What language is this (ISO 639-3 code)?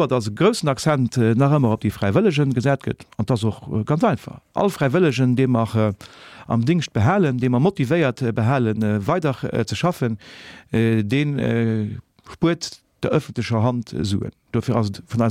ltz